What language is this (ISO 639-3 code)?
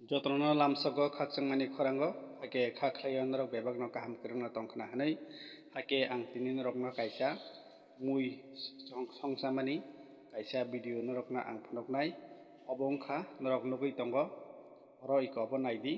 trp